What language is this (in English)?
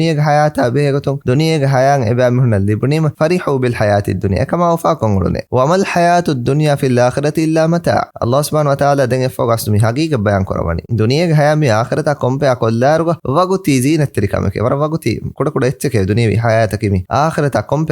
Divehi